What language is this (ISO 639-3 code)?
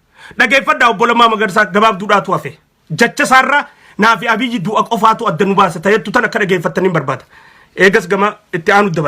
orm